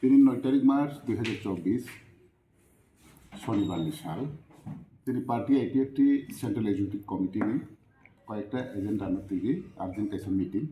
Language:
Kok Borok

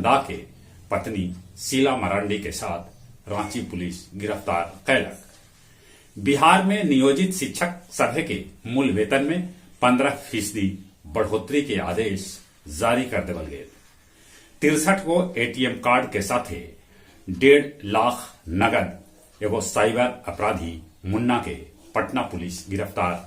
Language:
Magahi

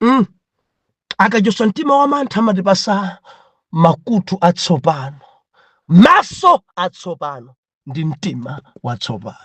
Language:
Nyanja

